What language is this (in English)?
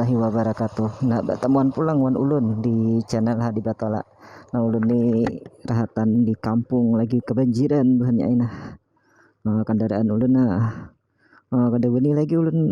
Banjar